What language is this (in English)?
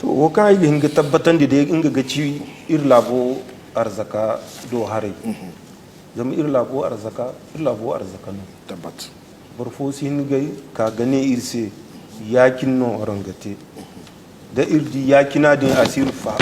Zarma